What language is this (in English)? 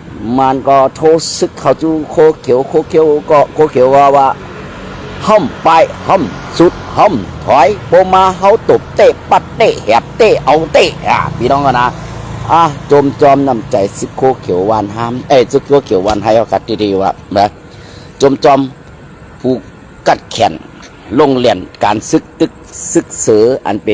Shan